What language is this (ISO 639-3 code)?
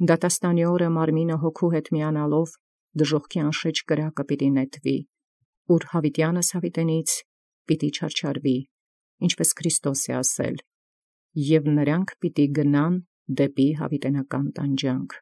hye